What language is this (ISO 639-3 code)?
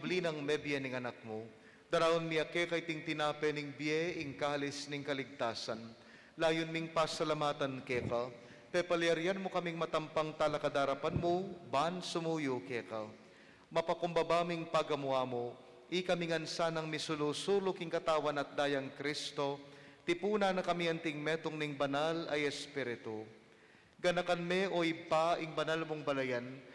pam